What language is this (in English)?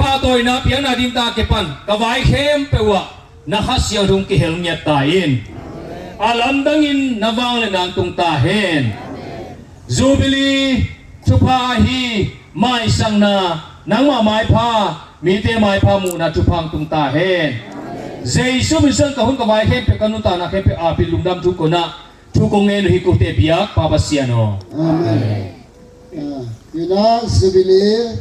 Tedim Chin